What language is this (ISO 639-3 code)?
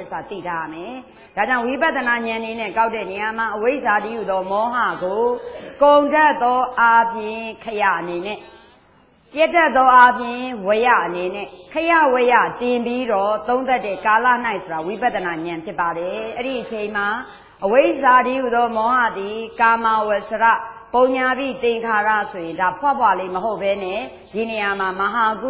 mya